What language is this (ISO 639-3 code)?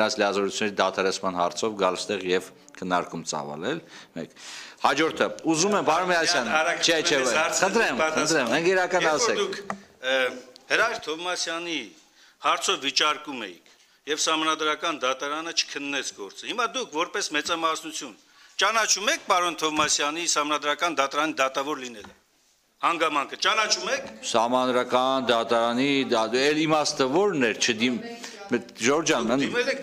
hye